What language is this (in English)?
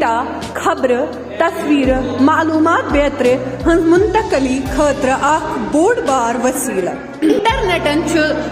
Kashmiri